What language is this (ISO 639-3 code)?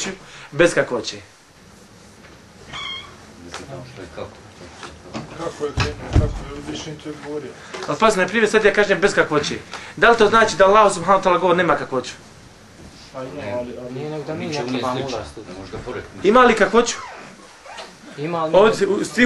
bos